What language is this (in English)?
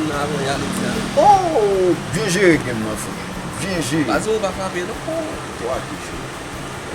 Haitian Creole